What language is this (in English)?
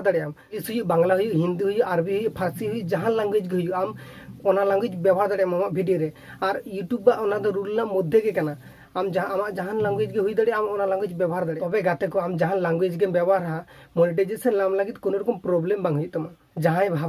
Santali